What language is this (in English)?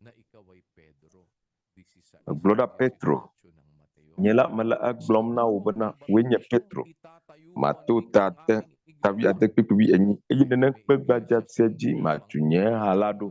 Ewe